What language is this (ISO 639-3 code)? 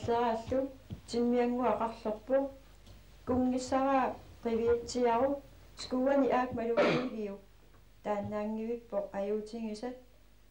kal